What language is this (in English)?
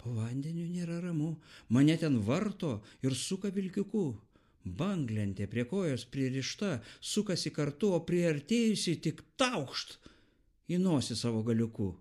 Lithuanian